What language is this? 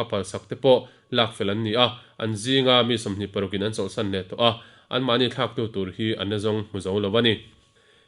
Mizo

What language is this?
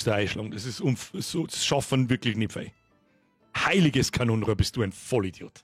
Bavarian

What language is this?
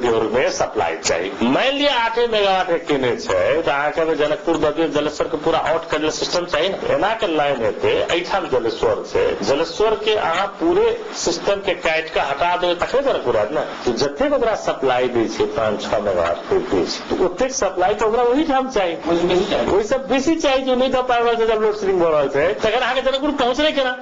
Maithili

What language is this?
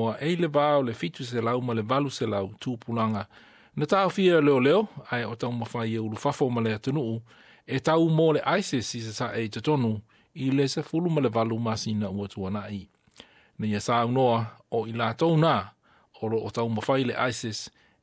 Samoan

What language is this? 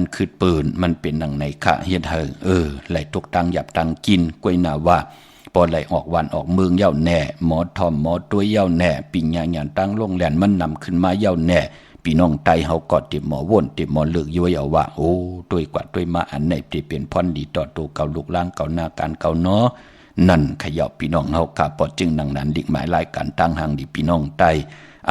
Shan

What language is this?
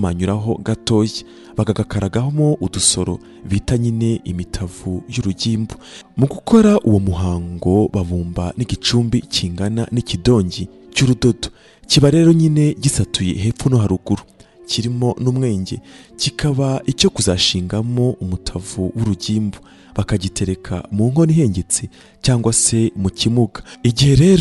Kinyarwanda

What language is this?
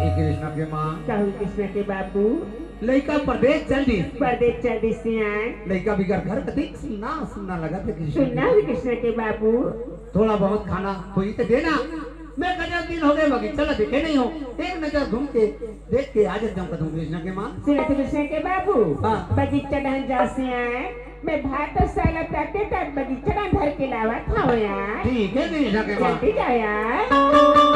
Chhattisgarhi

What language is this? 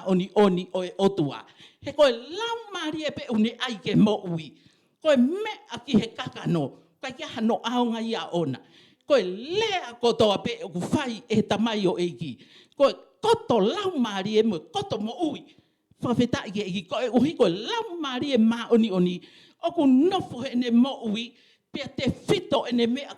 Tongan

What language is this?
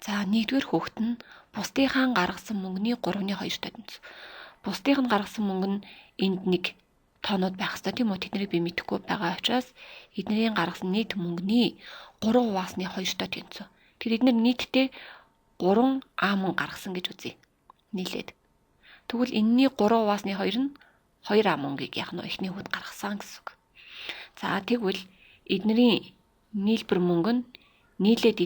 Mongolian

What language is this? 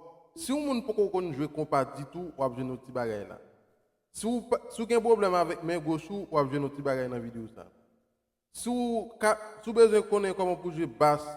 Haitian Creole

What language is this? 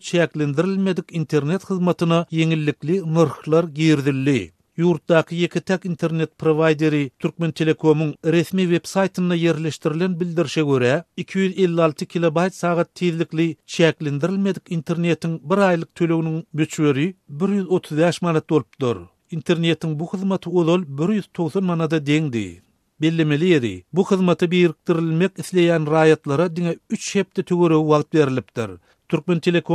Turkmen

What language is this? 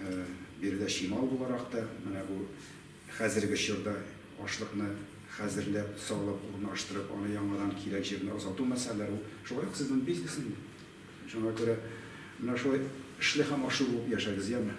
Tatar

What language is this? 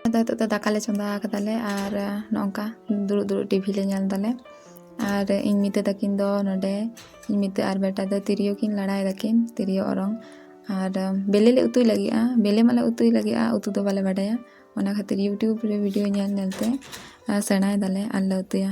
Santali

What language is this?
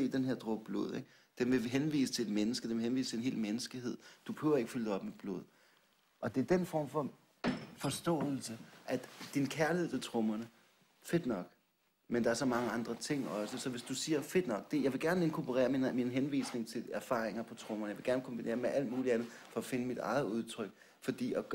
Danish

